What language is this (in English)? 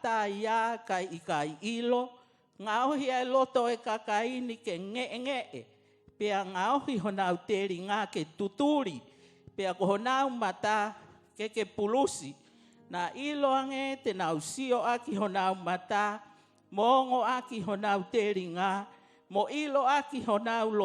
Tongan